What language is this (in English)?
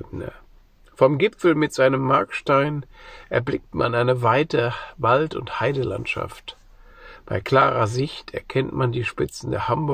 German